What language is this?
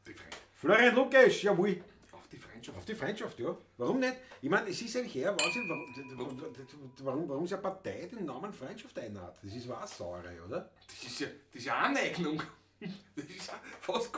Bavarian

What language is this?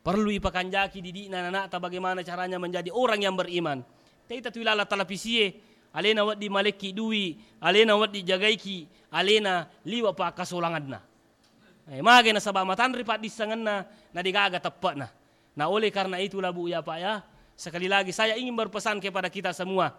Buginese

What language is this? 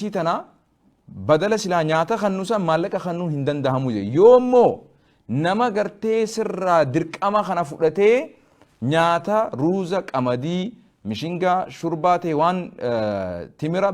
Oromo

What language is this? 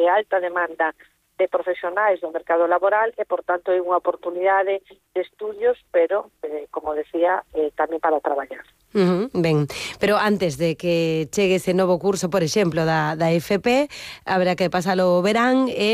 Galician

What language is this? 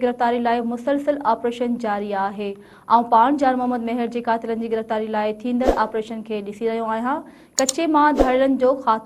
Sindhi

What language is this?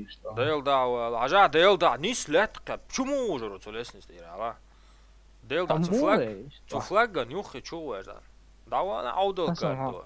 Chechen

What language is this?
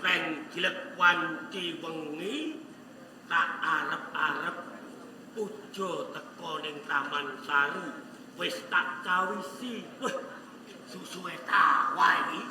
Javanese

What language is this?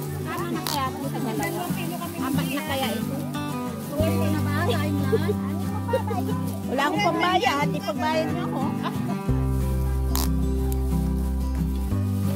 Filipino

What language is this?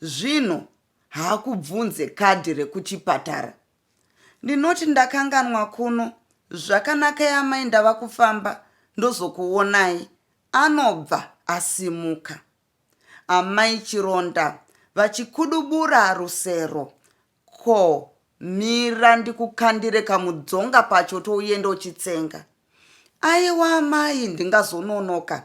Shona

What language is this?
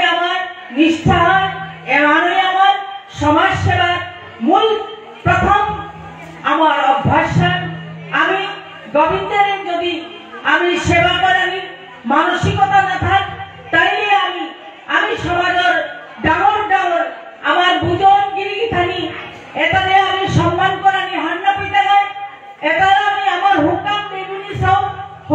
Bishnupriya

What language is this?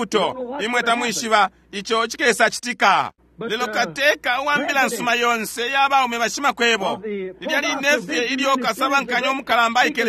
Bemba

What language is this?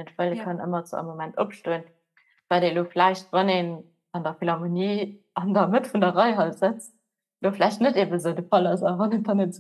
Luxembourgish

